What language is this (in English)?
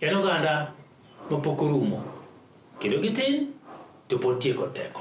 Luo (Kenya and Tanzania)